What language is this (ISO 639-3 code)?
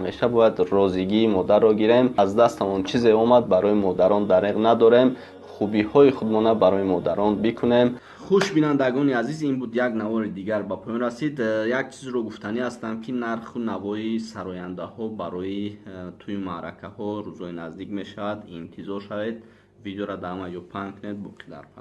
tgk